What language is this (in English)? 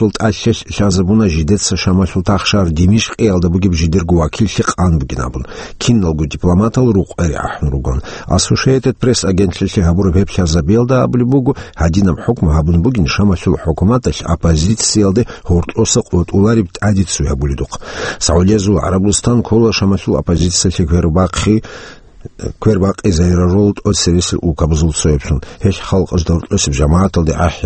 Avaric